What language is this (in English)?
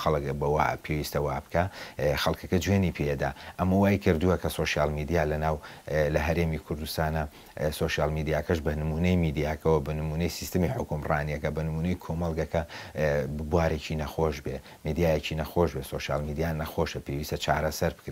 Central Kurdish